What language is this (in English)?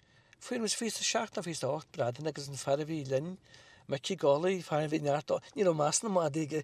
Irish